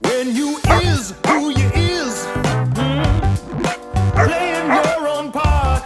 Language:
Swiss German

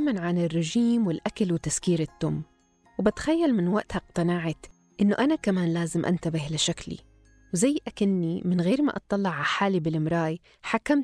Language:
North Levantine Arabic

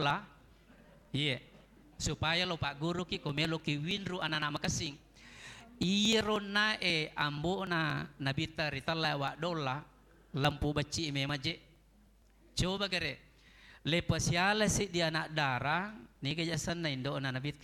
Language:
Buginese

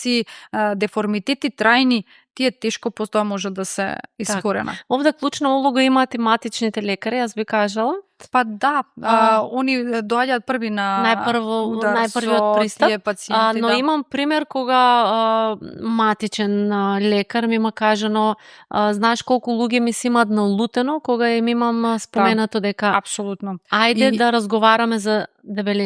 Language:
Macedonian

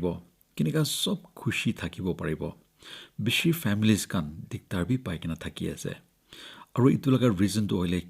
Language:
Naga Pidgin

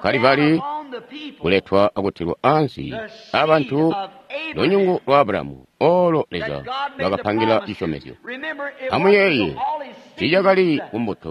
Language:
Tonga (Zambia)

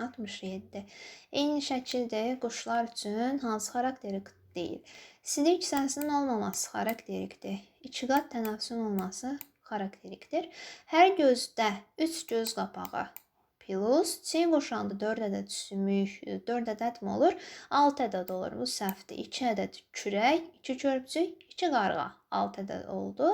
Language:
Azerbaijani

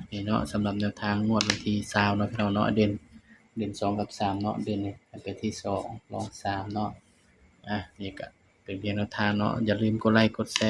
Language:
Northeastern Thai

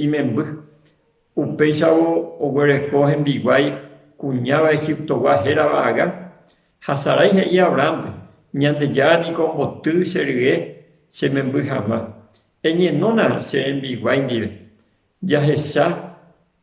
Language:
Guarani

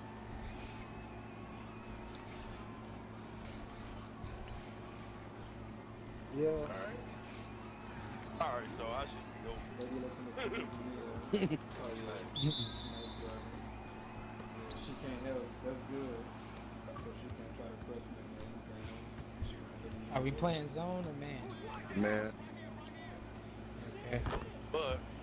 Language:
English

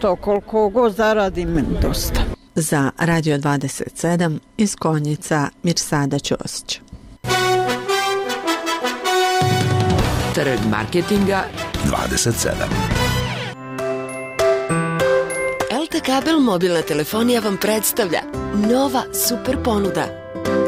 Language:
Bosnian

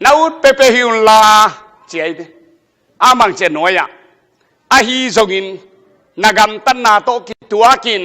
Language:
Tedim Chin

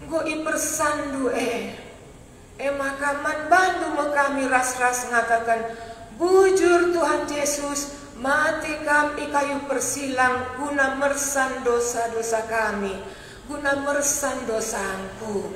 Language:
Batak Karo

